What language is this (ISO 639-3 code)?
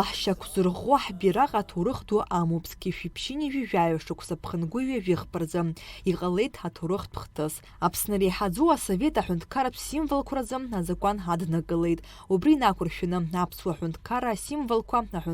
abk